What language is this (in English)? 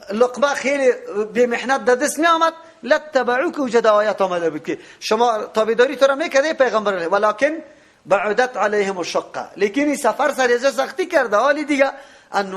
Persian